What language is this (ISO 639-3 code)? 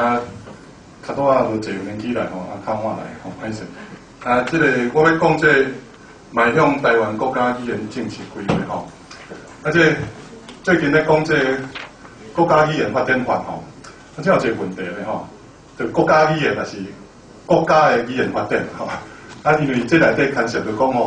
nan